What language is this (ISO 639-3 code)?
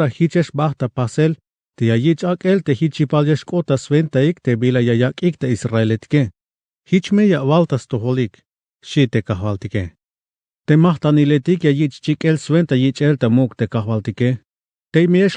tzh